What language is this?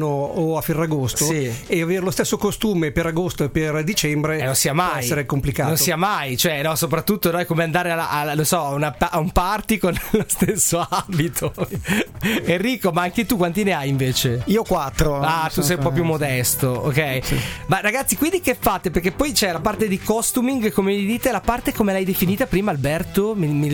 Italian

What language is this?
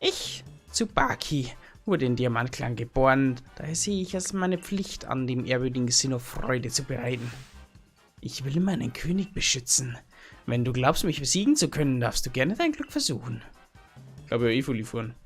Bavarian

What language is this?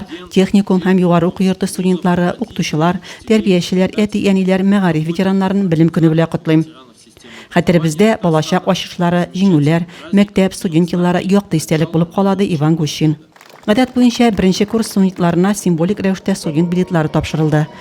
Tatar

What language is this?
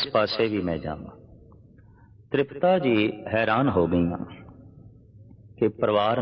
Punjabi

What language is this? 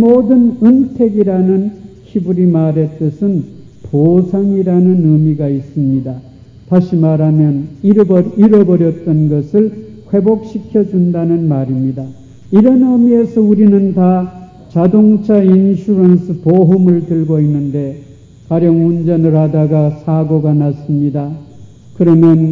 Korean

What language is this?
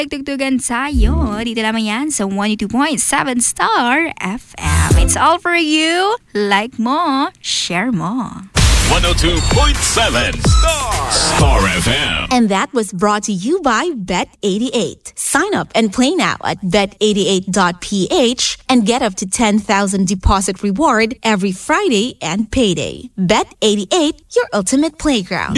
Filipino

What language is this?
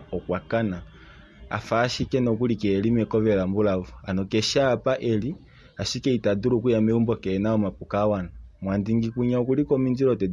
Kuanyama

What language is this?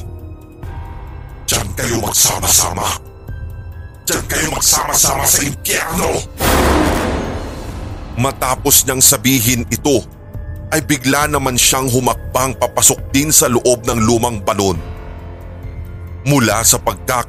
Filipino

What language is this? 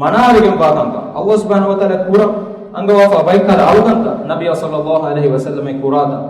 Divehi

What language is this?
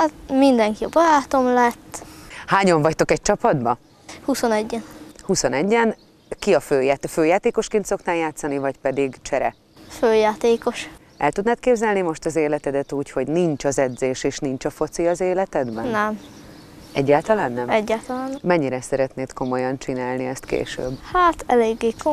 Hungarian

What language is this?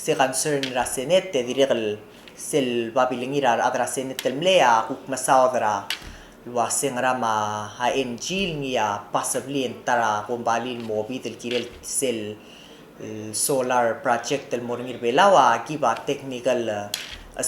Palauan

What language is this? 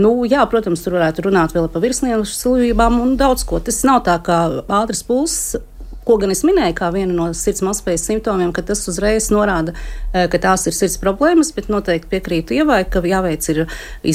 Latvian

